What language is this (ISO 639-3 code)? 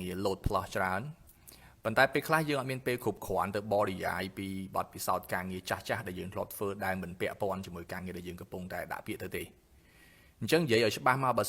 khm